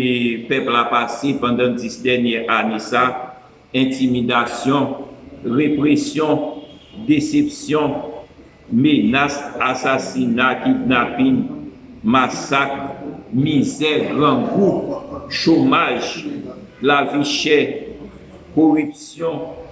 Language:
Haitian Creole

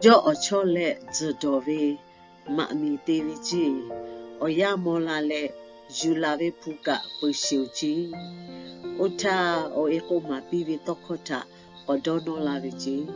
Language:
Lahu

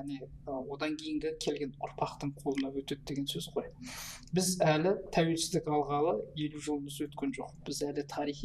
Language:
Kazakh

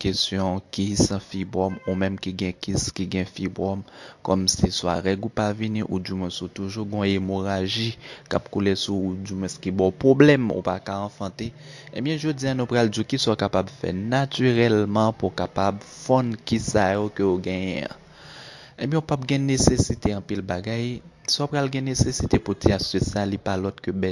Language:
Haitian Creole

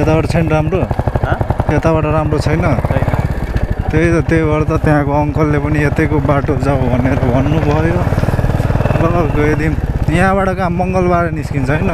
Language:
Nepali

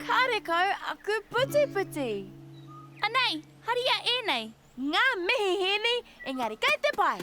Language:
Māori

